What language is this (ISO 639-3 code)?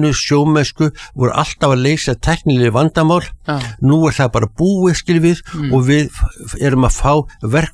isl